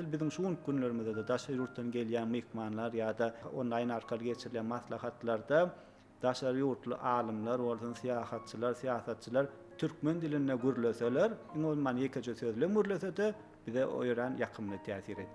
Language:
Turkmen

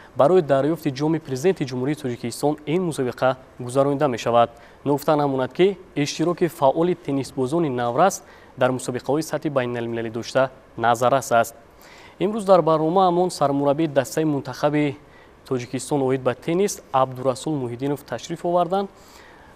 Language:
Tajik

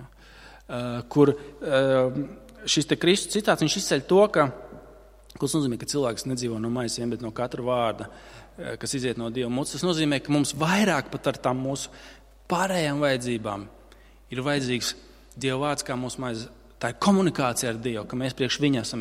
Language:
Latvian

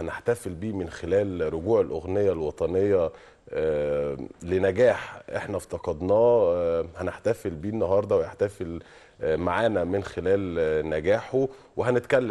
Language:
Egyptian Arabic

